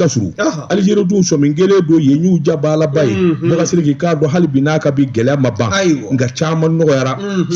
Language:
Bambara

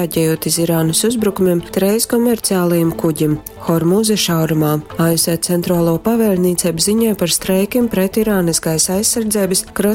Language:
Latgalian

